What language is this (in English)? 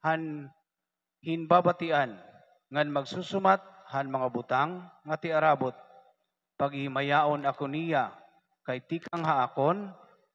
Waray